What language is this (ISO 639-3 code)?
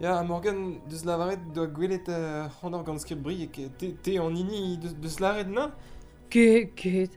bre